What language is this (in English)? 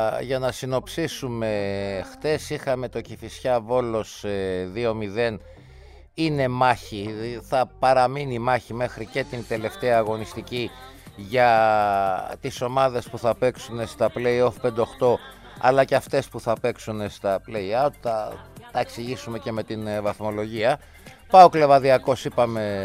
Greek